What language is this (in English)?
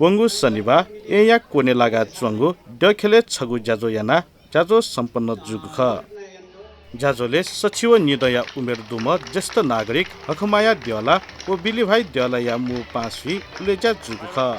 Newari